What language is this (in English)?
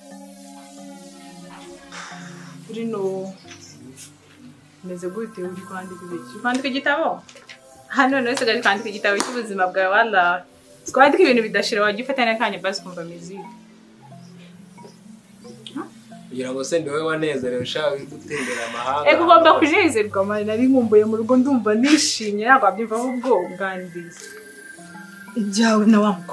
Kinyarwanda